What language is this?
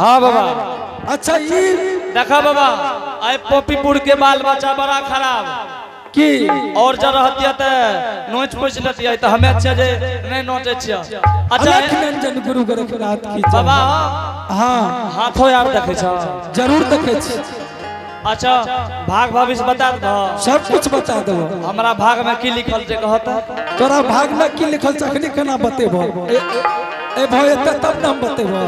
Angika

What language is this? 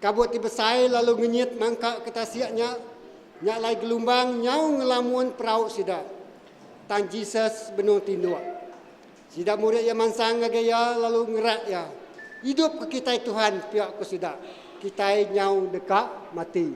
Iban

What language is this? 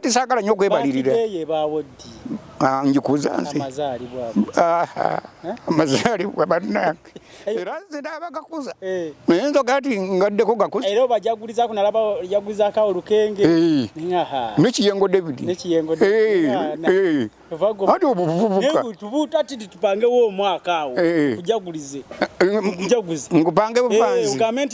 Ganda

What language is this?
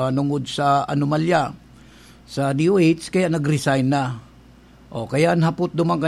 Bikol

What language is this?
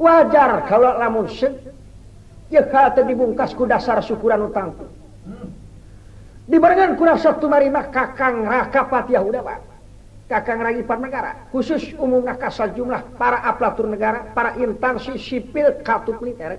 Sundanese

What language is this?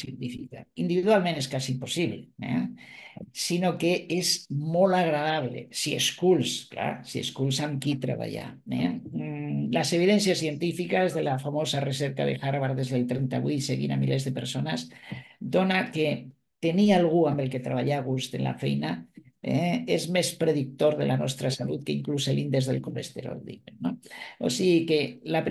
Catalan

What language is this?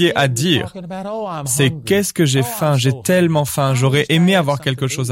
French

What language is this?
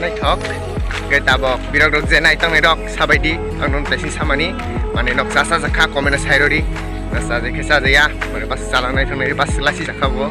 Kok Borok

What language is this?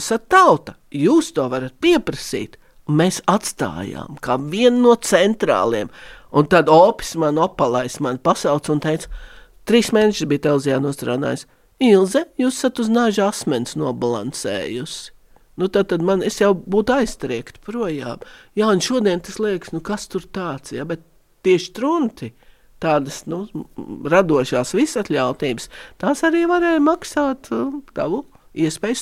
Latvian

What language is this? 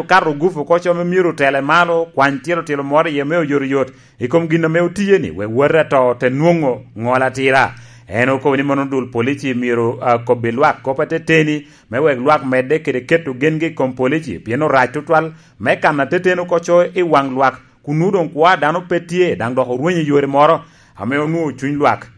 Lango (Uganda)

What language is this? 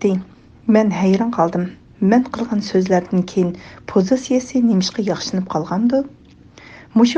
Uyghur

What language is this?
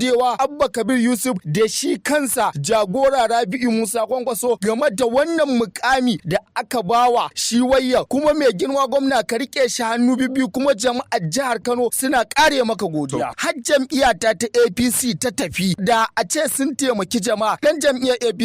Hausa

